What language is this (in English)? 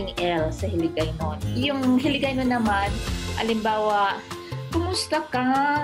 Filipino